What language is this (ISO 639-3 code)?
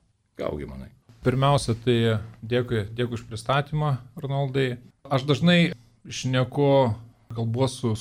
lit